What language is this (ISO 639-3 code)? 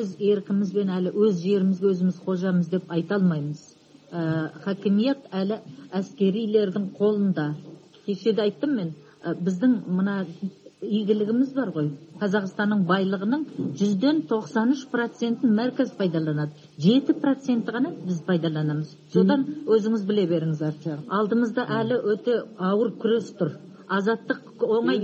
kaz